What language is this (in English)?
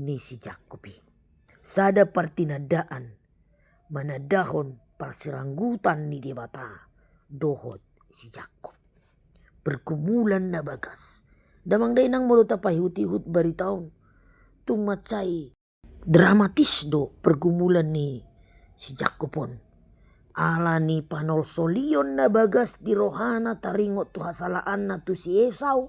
Batak Toba